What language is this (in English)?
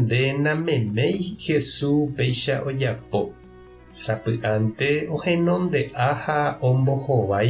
Guarani